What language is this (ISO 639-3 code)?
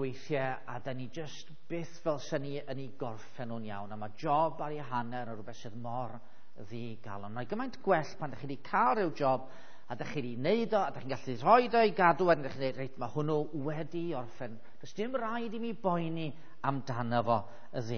cym